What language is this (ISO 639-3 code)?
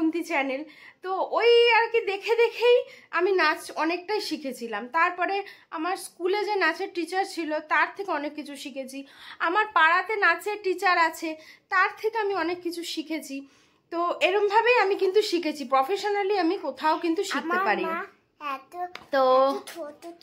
ben